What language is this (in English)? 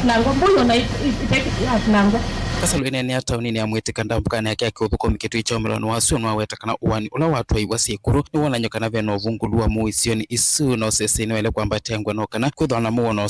Kamba